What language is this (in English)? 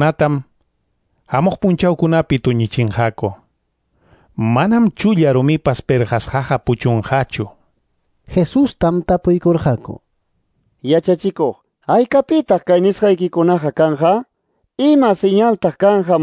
Quechua